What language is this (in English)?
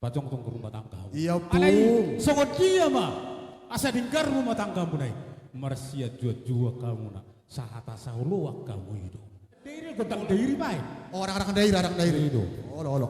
Batak Toba